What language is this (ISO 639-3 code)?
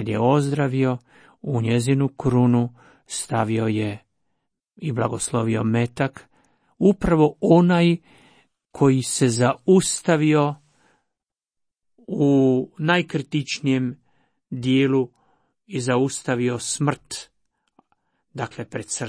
hrv